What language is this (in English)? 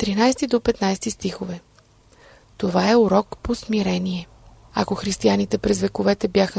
Bulgarian